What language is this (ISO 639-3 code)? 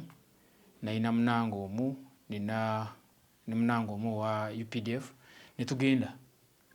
lug